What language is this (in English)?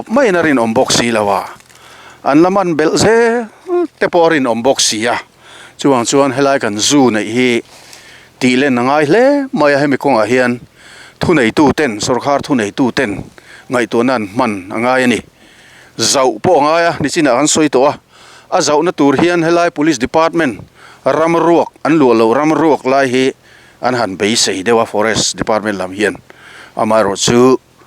Mizo